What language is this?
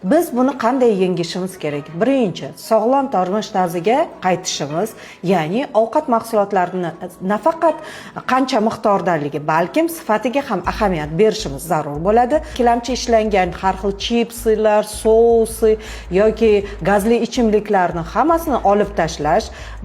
Uzbek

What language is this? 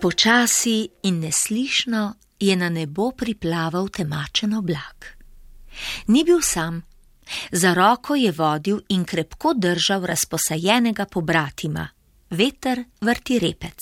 Slovenian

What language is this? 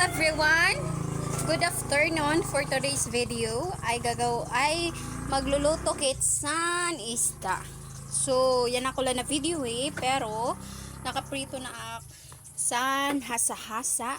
Waray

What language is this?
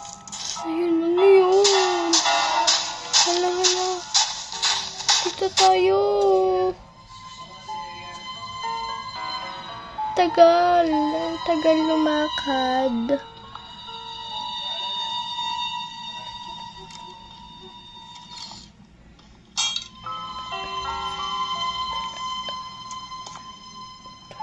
Filipino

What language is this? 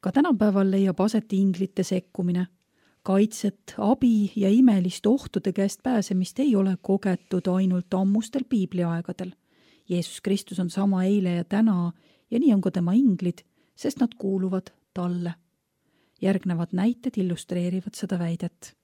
Estonian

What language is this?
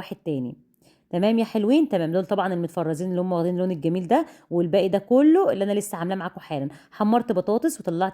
Egyptian Arabic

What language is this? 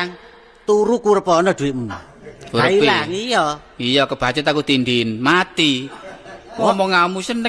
Javanese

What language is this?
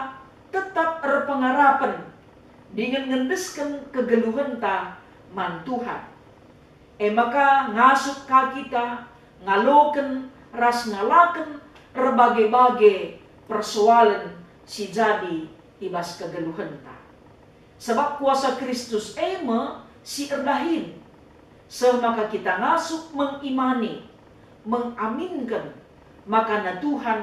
Batak Karo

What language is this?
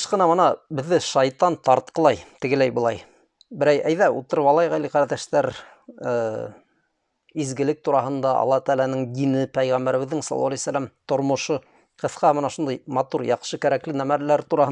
Bashkir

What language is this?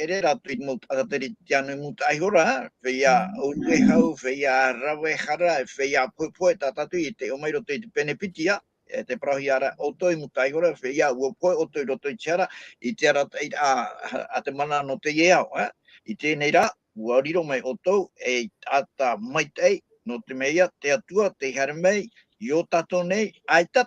Tahitian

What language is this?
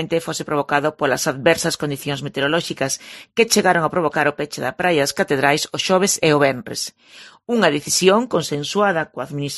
Galician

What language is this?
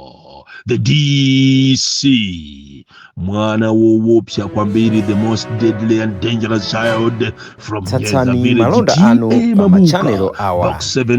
Nyanja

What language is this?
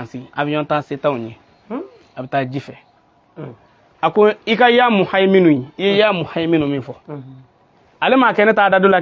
Bambara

